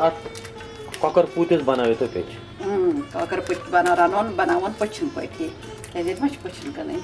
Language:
Kashmiri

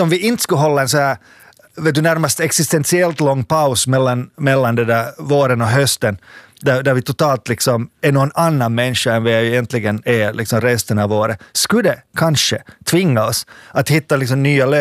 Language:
Swedish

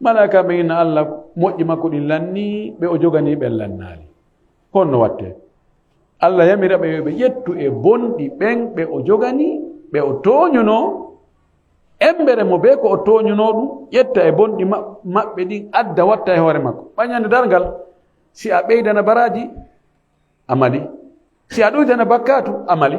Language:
Fula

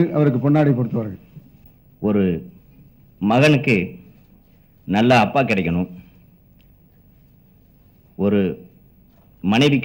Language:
Tamil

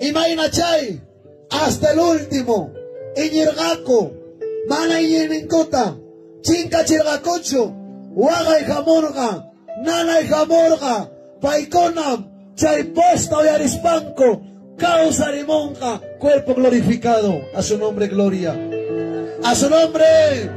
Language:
Ayacucho Quechua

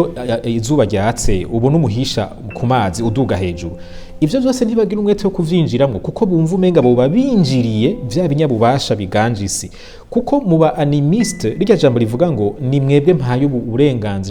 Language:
Rundi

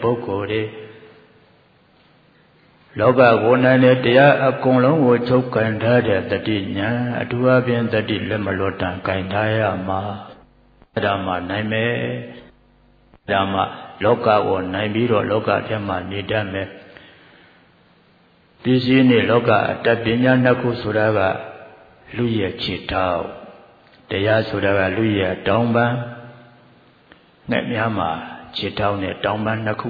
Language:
Burmese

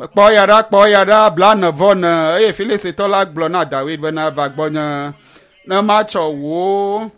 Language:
Ewe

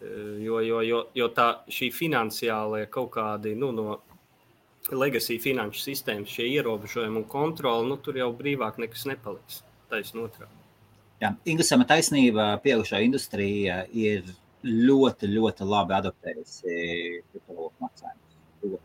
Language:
Latvian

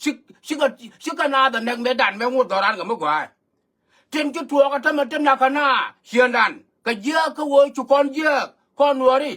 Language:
Nuer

